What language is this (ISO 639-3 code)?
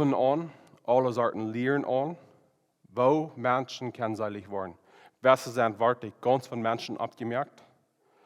pdt